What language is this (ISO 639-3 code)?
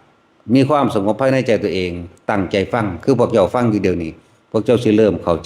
tts